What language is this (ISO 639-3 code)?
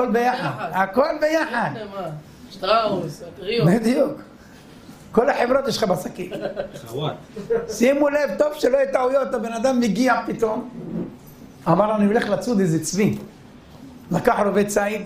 heb